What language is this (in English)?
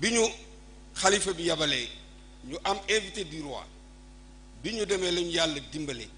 Wolof